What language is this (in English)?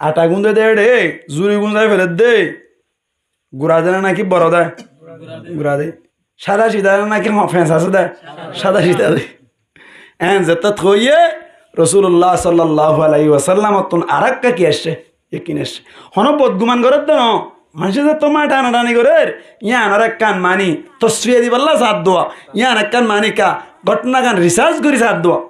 Rohingya